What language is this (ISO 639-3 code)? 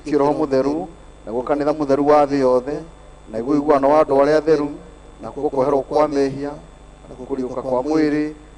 kik